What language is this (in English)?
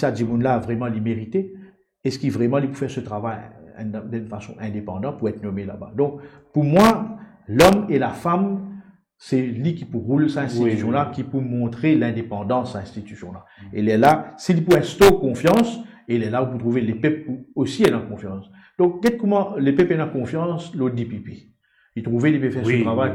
Morisyen